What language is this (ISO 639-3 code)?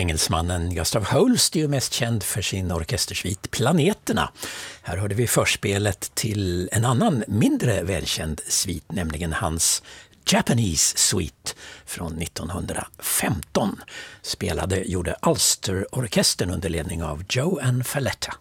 swe